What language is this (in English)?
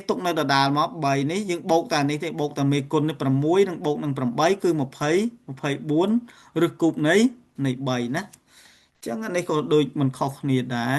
Khmer